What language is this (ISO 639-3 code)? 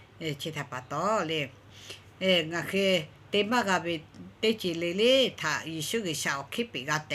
lhu